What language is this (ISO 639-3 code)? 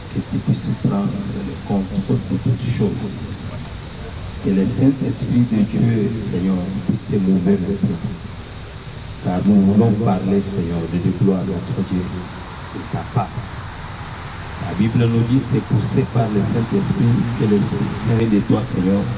fra